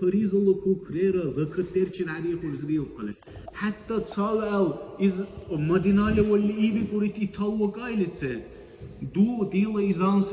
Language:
Dargwa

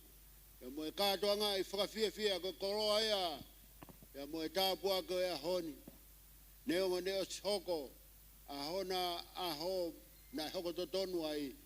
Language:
Tongan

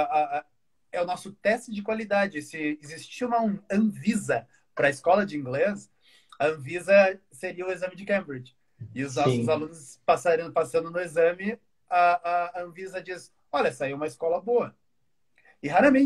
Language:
Portuguese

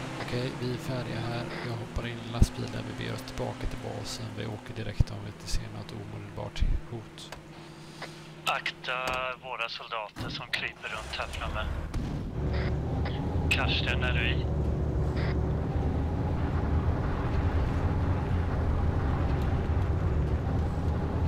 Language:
Swedish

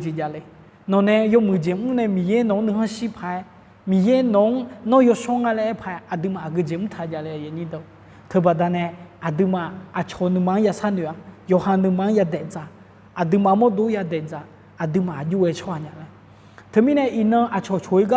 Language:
Akha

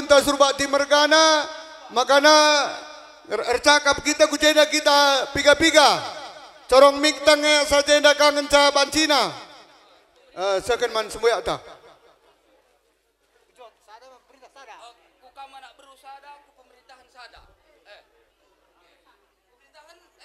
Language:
Batak Karo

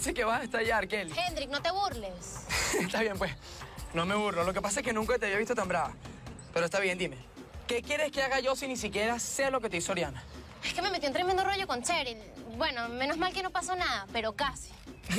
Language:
Spanish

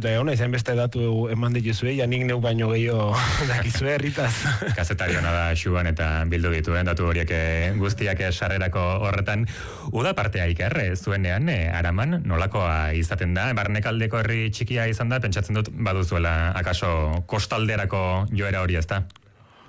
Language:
Basque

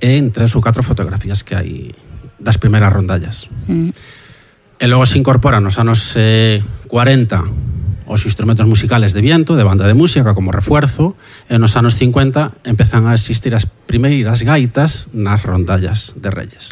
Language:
Galician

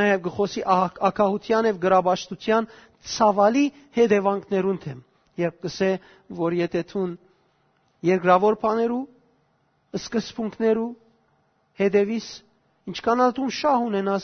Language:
Western Armenian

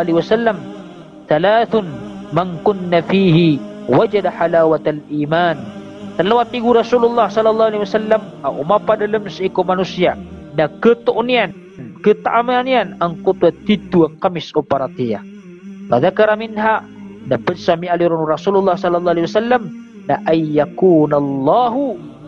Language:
Maranao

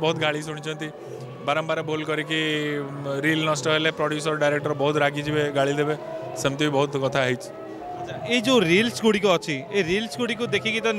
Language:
Odia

